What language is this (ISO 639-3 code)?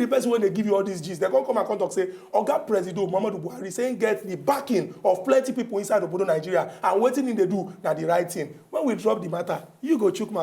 pcm